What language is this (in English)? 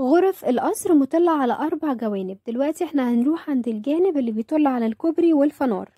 Egyptian Arabic